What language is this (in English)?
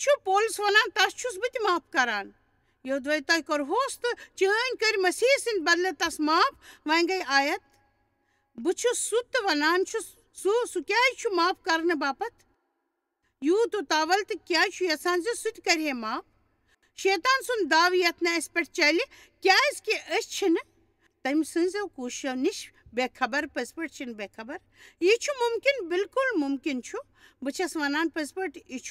Kashmiri